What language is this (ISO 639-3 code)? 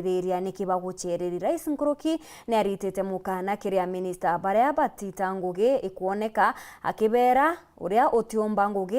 mer